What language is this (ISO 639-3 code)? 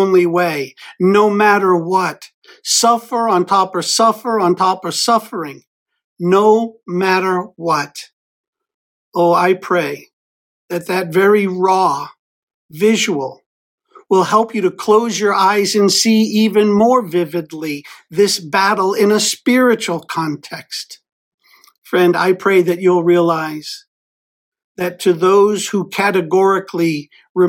eng